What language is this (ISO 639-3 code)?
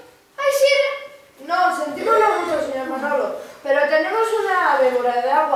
ast